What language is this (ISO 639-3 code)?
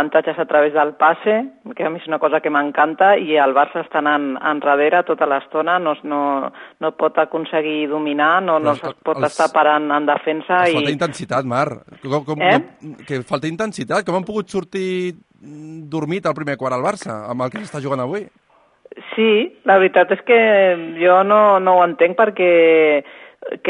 cat